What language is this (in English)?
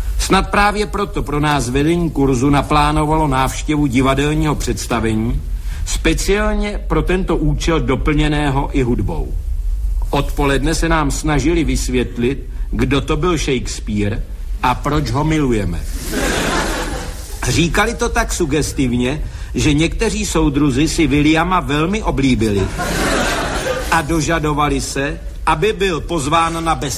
Czech